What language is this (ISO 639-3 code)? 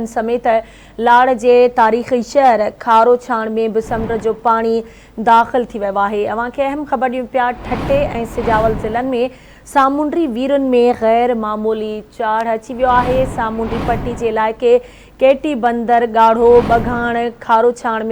snd